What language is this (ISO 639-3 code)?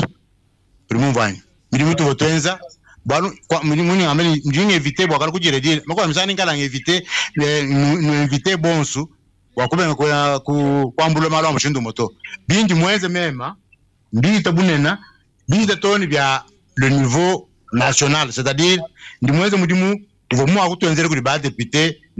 lua